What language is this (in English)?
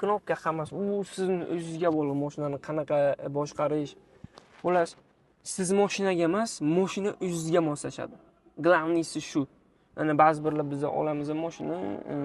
Uzbek